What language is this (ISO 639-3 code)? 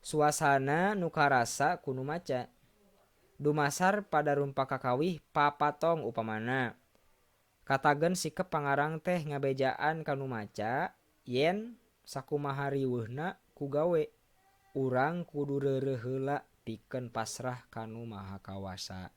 sun